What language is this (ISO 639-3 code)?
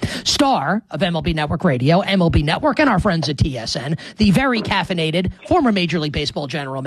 eng